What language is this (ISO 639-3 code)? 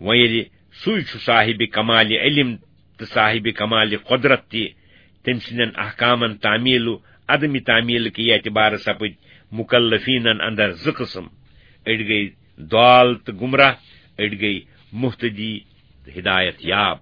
kas